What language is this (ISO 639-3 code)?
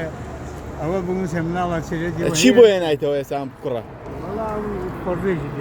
ckb